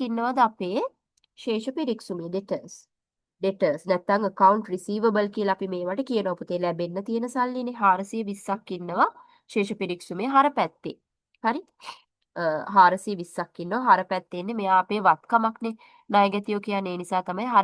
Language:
Sinhala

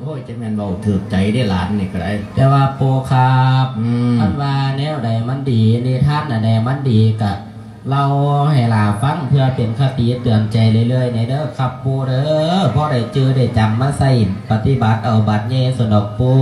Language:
Lao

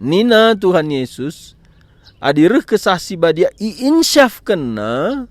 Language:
Batak Karo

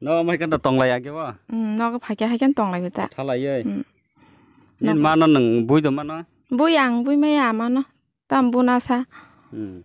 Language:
Kok Borok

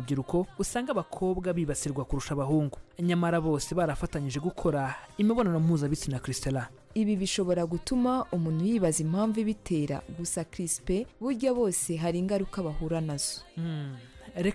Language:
Kinyarwanda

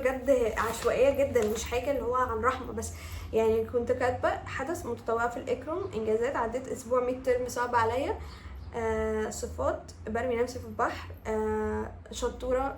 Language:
Egyptian Arabic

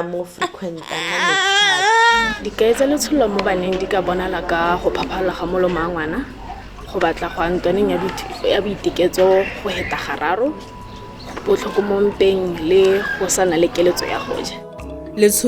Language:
Tswana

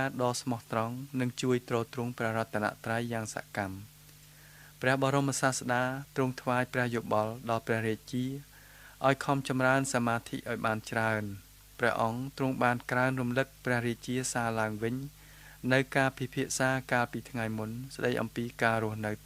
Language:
Khmer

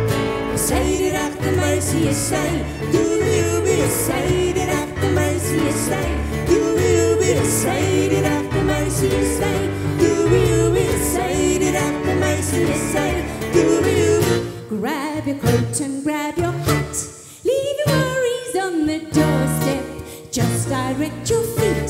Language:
Afrikaans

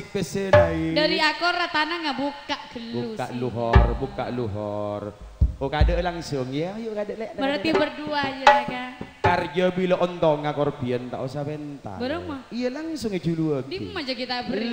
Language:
Madurese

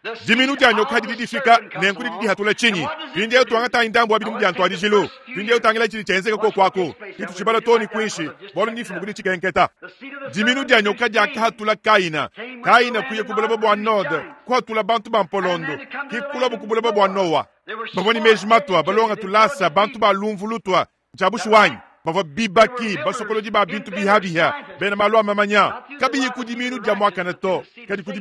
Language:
Luba-Lulua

